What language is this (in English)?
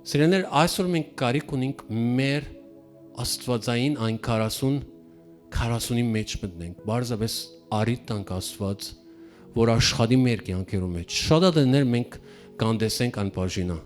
Western Armenian